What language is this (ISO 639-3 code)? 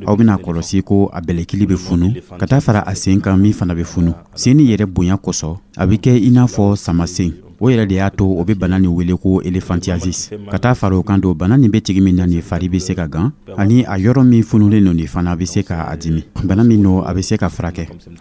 dyu